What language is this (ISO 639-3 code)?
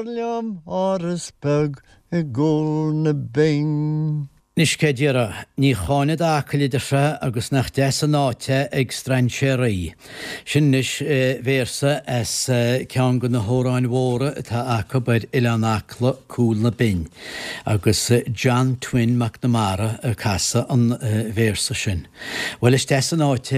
gle